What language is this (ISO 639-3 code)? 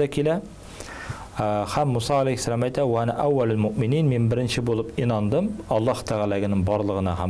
tat